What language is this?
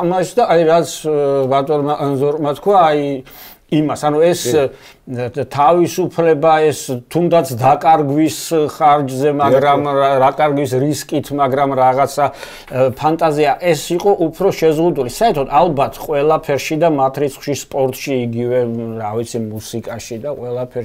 Georgian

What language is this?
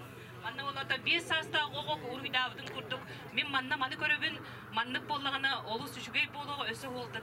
Yakut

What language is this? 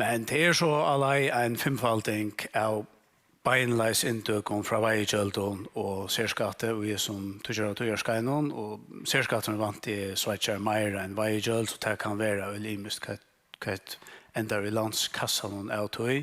Faroese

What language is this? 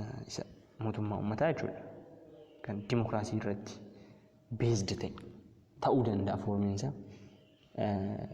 Oromo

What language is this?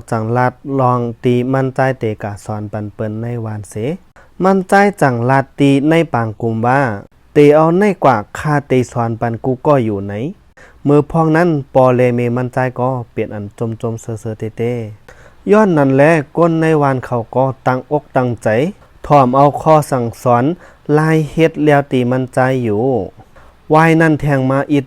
Shan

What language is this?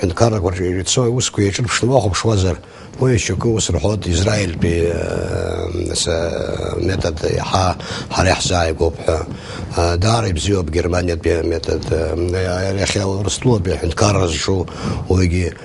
Abkhazian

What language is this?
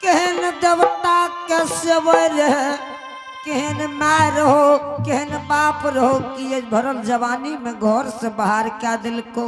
Angika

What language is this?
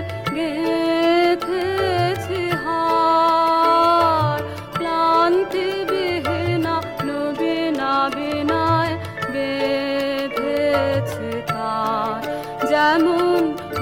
Bangla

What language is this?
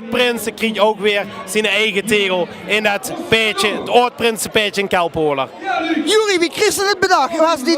Limburgish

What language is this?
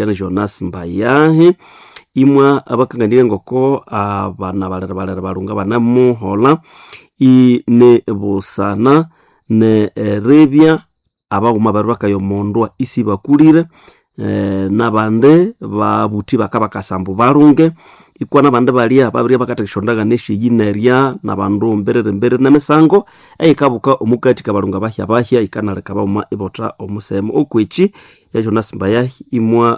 Nande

